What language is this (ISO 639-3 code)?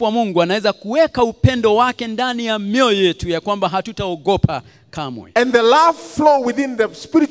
swa